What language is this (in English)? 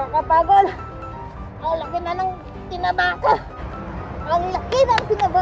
Filipino